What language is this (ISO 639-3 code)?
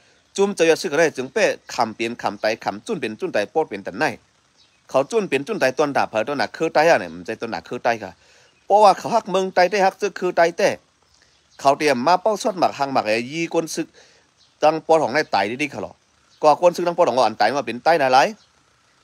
shn